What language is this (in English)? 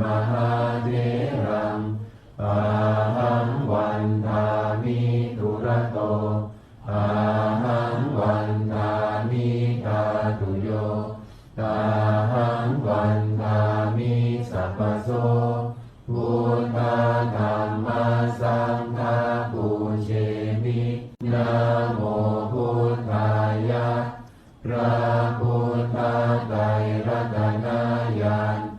Pali